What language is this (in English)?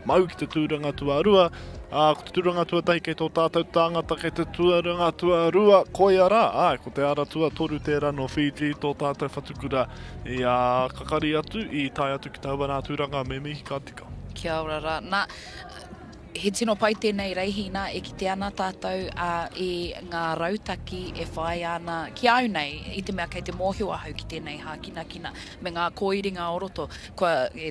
Māori